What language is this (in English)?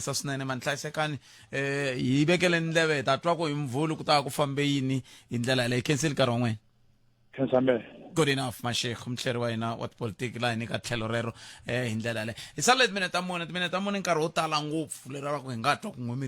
Tsonga